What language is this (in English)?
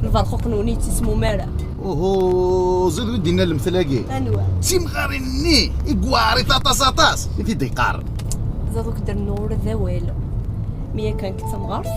Kabyle